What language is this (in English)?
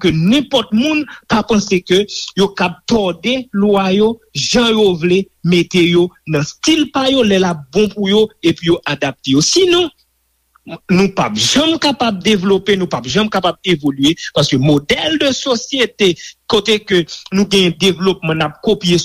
Haitian Creole